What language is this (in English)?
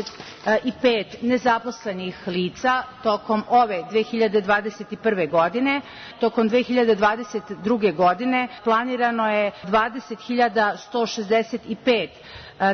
Serbian